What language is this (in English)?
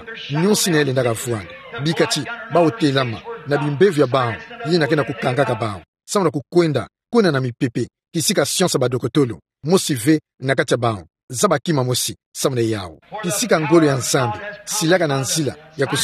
Kituba (Democratic Republic of Congo)